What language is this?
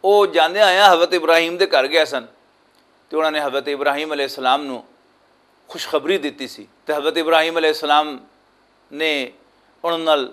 Western Panjabi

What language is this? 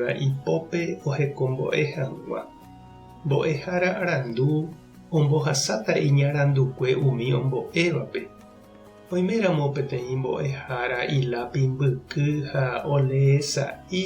Guarani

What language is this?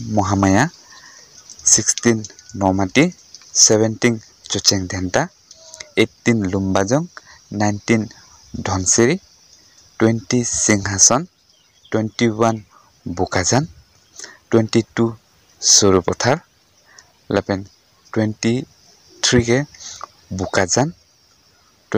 Karbi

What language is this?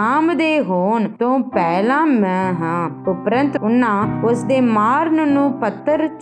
Punjabi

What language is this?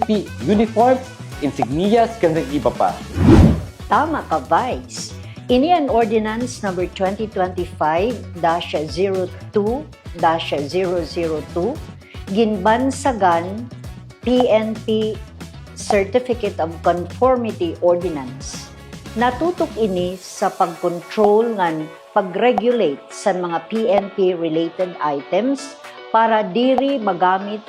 Waray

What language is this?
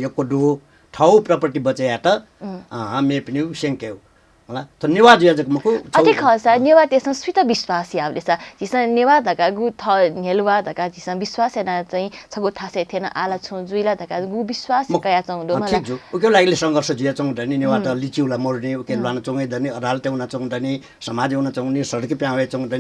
Newari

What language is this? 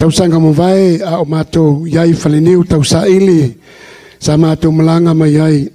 Samoan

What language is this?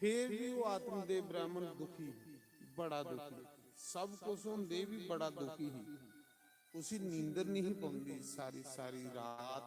Dogri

